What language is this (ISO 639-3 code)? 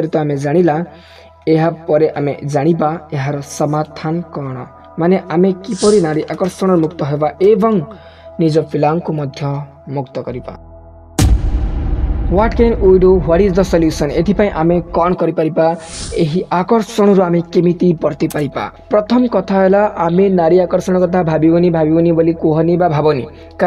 ori